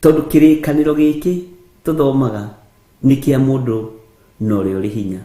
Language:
Kikuyu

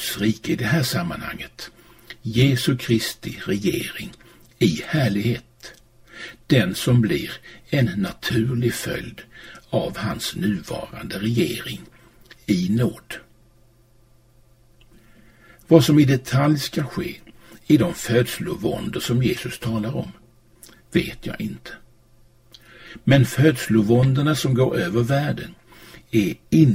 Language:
Swedish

